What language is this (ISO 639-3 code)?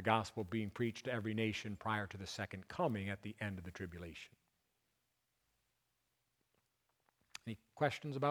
eng